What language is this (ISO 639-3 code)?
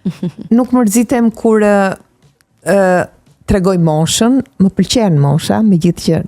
sqi